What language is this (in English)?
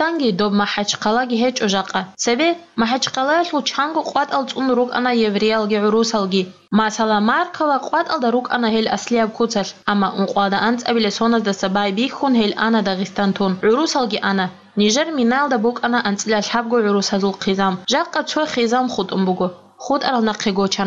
Avaric